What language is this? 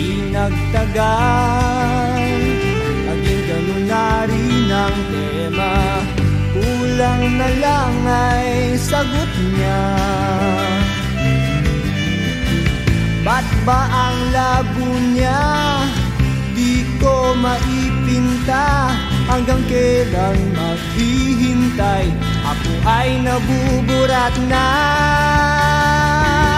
Filipino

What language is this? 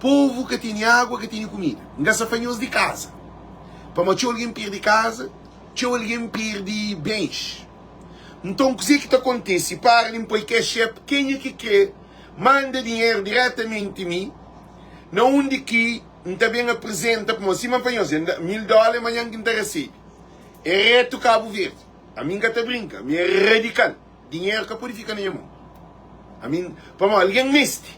Kabuverdianu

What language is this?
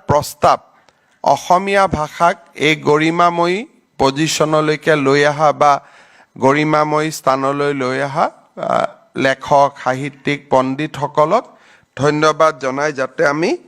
Assamese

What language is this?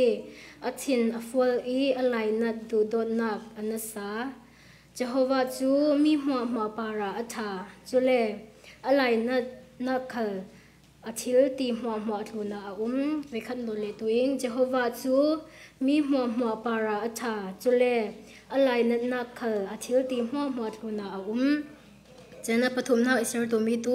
Falam Chin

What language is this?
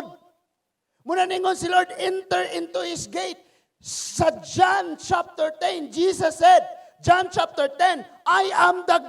Cebuano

